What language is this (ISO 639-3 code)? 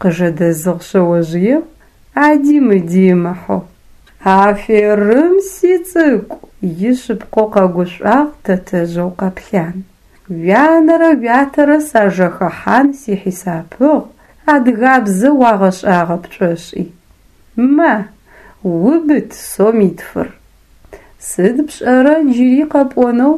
ady